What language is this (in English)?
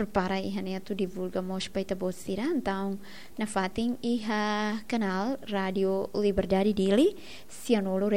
Tetum